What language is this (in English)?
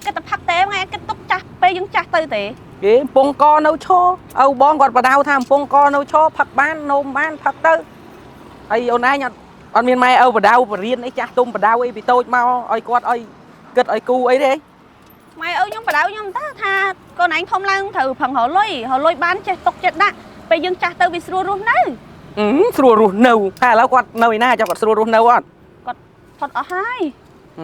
Khmer